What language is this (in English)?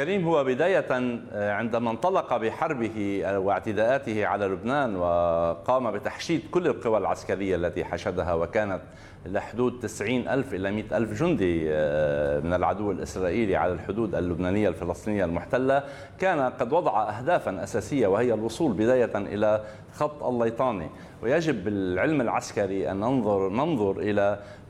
Arabic